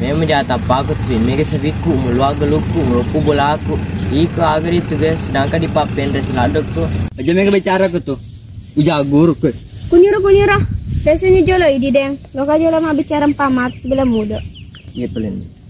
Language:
Buginese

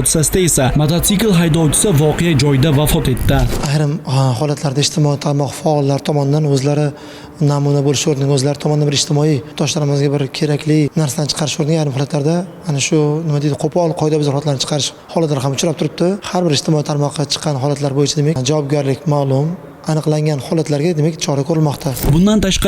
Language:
Uzbek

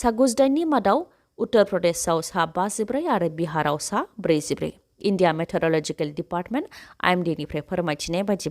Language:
Bodo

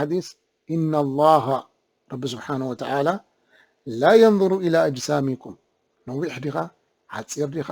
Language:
Tigrinya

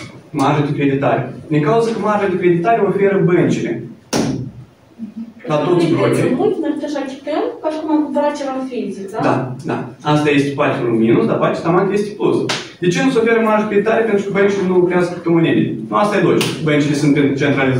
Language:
Romanian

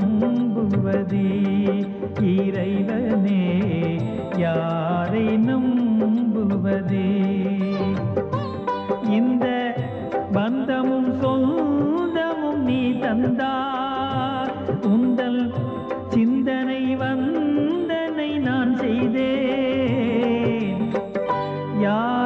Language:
Tamil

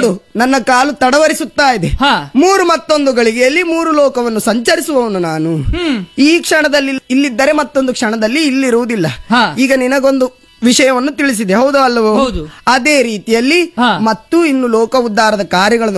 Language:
Kannada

